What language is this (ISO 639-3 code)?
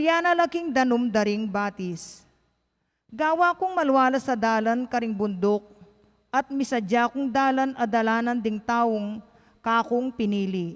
pam